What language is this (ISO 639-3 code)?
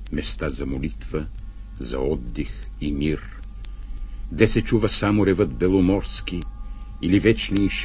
bul